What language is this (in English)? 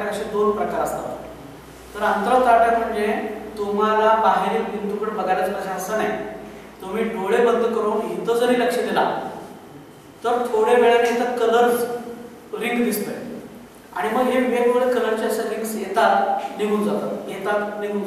Marathi